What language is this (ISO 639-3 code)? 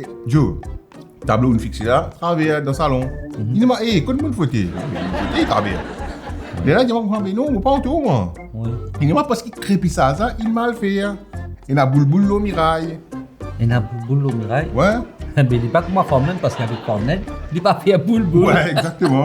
mfe